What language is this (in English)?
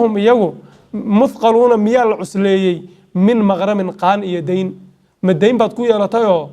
Somali